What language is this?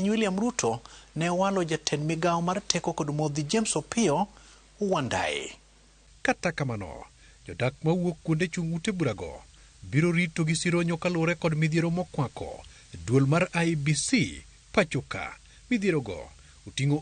Luo (Kenya and Tanzania)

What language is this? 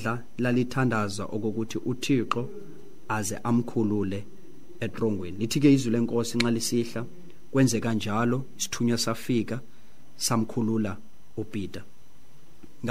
Xhosa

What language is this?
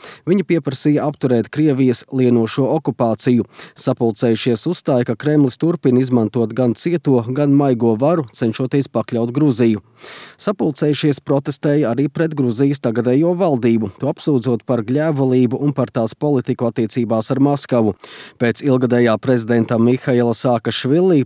Latvian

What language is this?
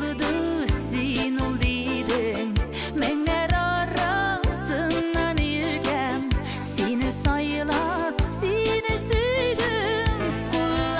Bashkir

